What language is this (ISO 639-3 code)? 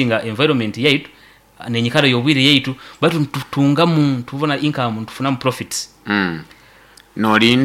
nyo